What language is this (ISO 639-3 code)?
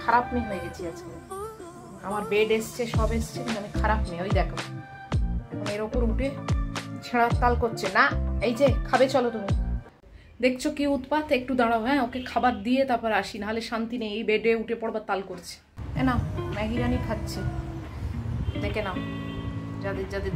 ben